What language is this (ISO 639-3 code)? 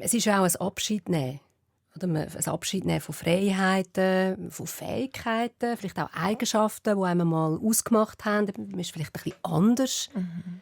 gsw